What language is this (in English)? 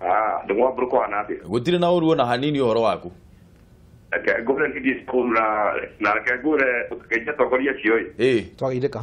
Kikuyu